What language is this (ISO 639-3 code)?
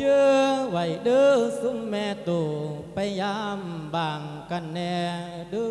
lao